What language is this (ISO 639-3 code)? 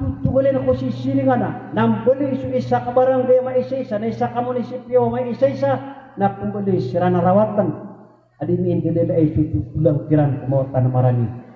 mrw